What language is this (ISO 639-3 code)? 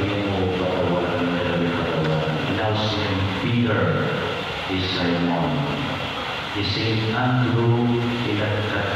pam